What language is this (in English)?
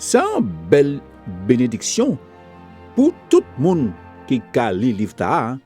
Guadeloupean Creole French